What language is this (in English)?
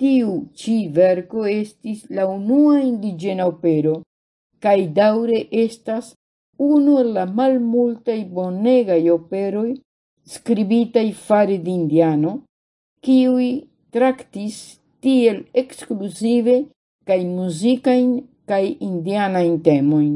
Esperanto